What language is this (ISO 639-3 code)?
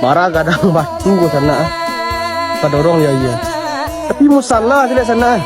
min